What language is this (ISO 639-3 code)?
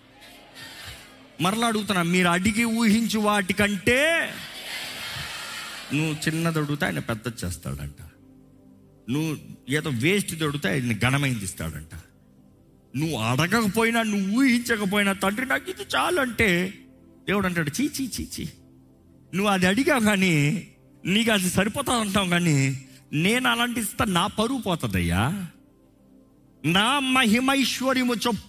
tel